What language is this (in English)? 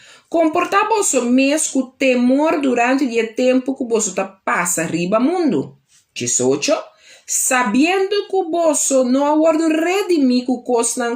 Papiamento